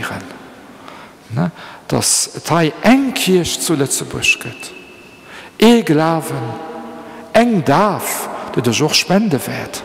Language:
Luxembourgish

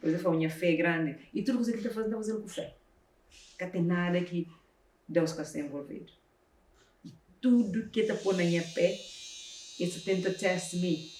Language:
Kabuverdianu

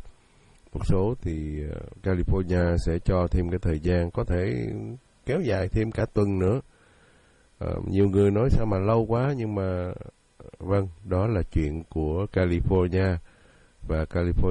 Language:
Vietnamese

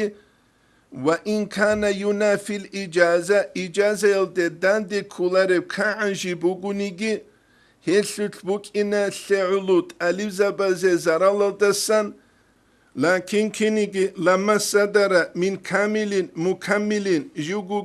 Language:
Avaric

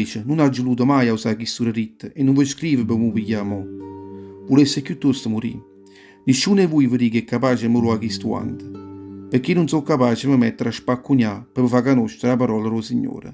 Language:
Neapolitan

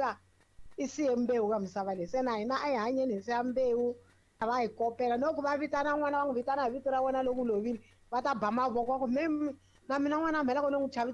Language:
Tsonga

